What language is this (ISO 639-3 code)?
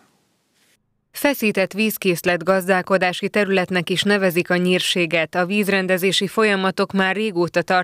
hun